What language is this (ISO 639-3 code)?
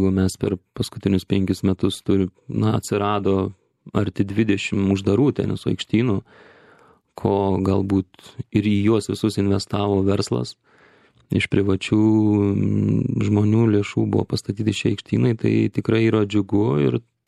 lit